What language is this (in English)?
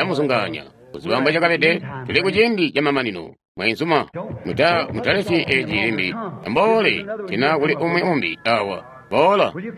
Tonga (Zambia)